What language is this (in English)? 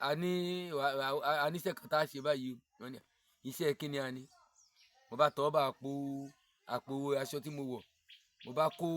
Yoruba